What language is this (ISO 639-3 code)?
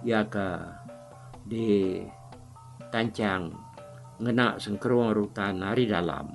iba